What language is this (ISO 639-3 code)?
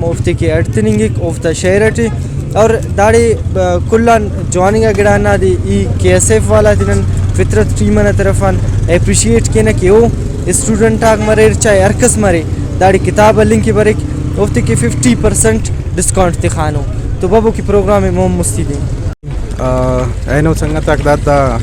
brh